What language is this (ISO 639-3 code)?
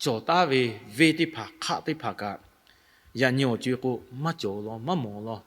lhu